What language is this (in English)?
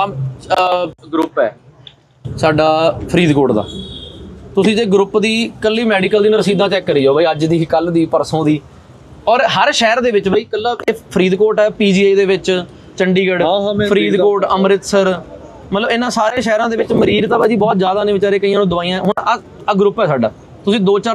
Punjabi